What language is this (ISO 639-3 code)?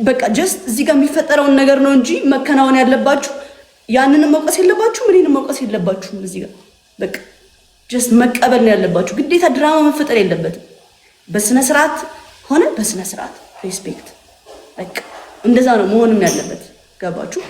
amh